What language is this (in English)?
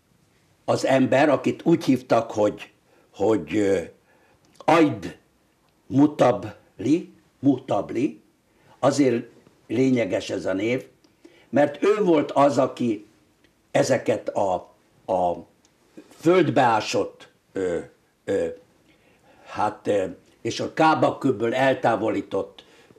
Hungarian